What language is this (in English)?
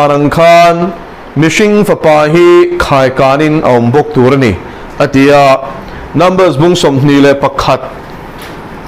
Mizo